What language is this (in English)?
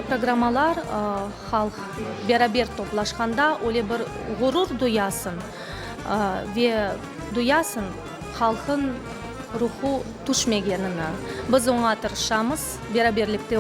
Crimean Tatar